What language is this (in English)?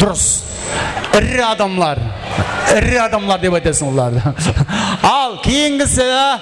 Kara-Kalpak